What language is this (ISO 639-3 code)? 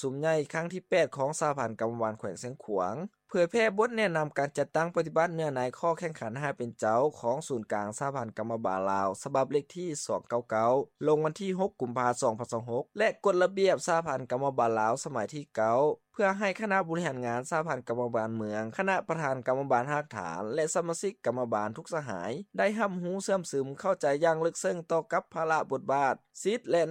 lao